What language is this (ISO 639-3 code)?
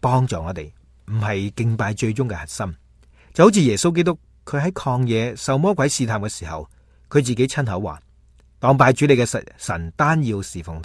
yue